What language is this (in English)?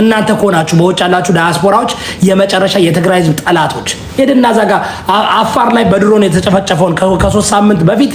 Amharic